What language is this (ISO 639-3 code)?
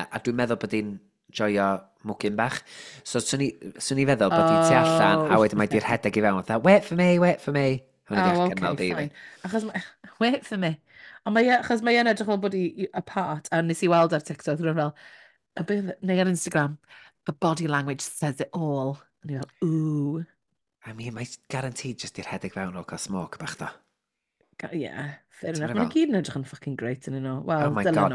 cym